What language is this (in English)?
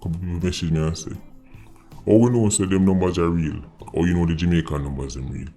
Jamaican Creole English